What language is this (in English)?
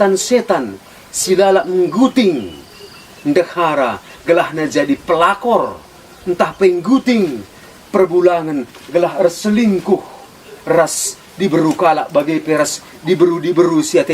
Batak Karo